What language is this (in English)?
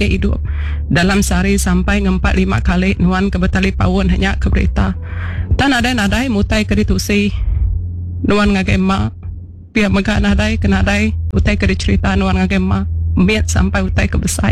Iban